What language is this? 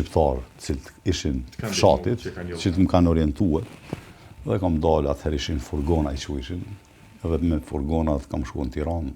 Albanian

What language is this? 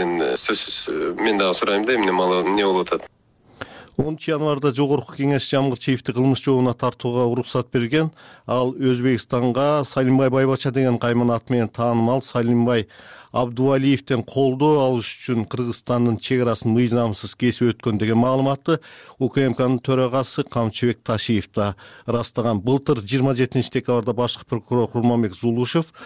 Kyrgyz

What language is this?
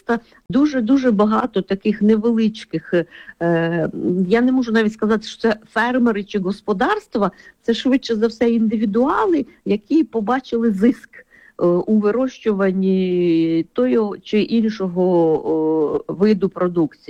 Ukrainian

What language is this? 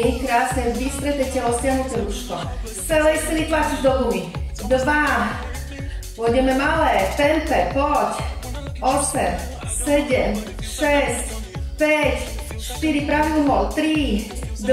Slovak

